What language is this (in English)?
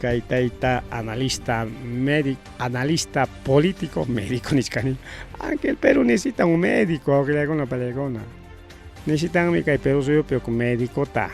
Ayacucho Quechua